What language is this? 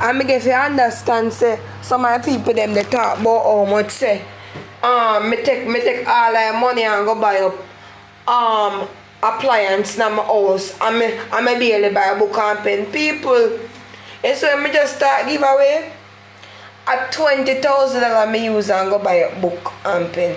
Jamaican Creole English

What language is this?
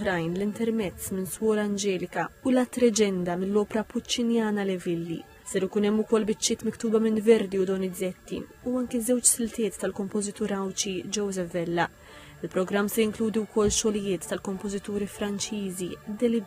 Maltese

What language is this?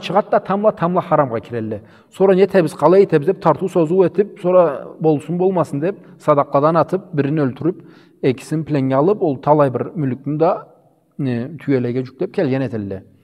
Karachay-Balkar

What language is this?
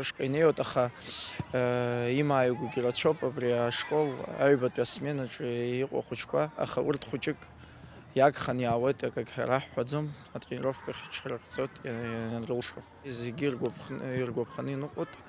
Abkhazian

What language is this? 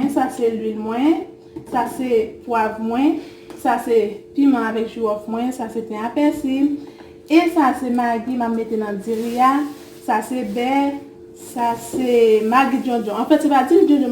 Haitian Creole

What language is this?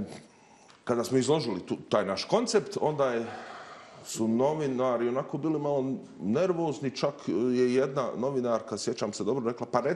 Bosnian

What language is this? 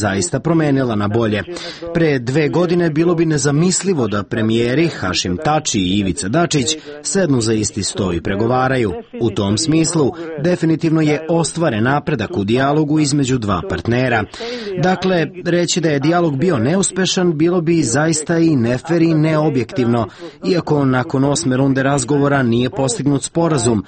Serbian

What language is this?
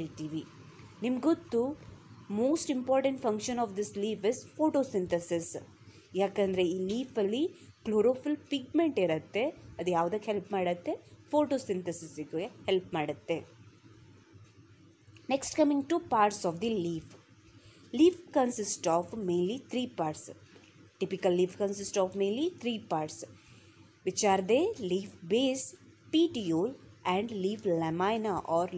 Kannada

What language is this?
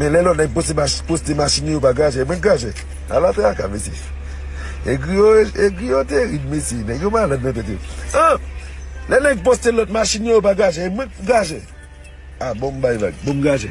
Haitian Creole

